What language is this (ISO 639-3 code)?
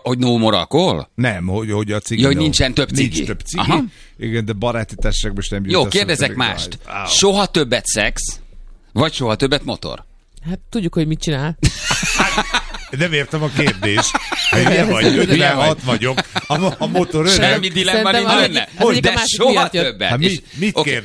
hun